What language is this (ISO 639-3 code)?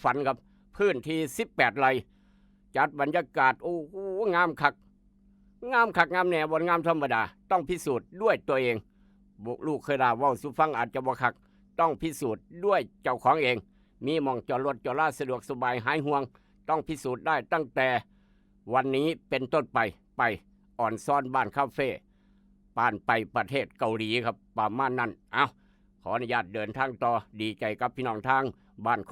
tts